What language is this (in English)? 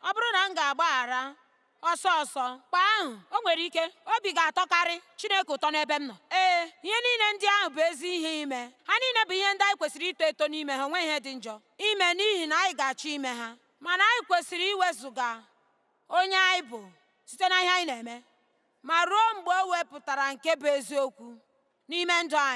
Igbo